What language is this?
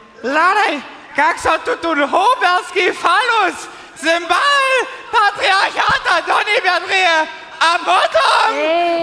Upper Sorbian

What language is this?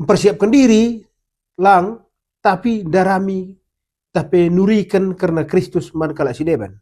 Batak Karo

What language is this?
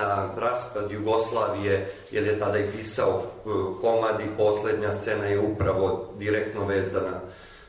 Serbian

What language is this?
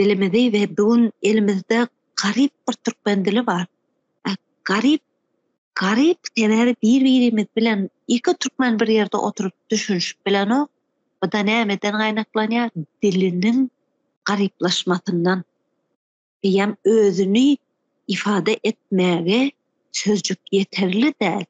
Turkmen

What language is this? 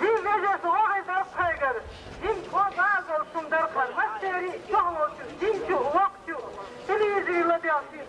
Chechen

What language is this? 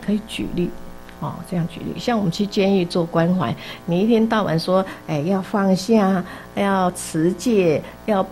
Chinese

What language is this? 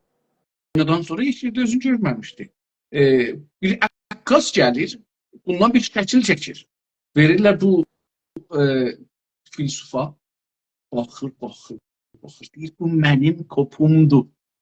South Azerbaijani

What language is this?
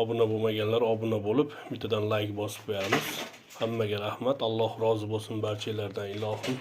Uzbek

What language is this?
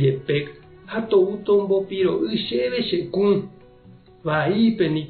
Guarani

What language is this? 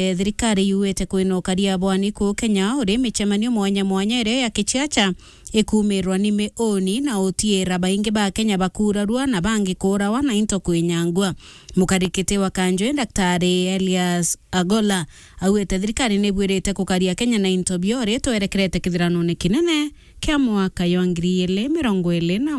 Meru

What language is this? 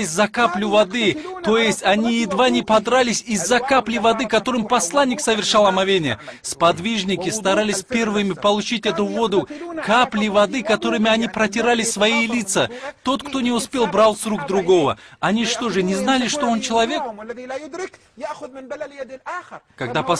Russian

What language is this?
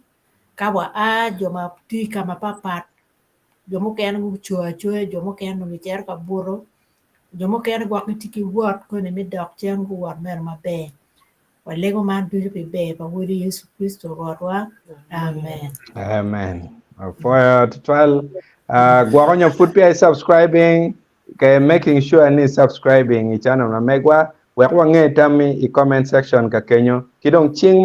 Acoli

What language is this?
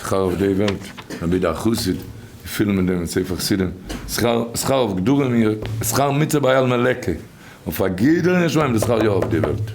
Yiddish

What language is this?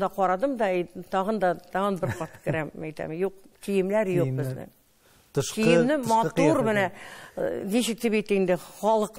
Tatar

